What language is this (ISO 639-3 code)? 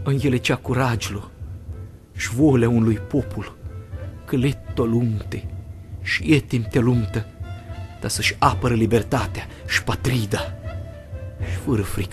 rup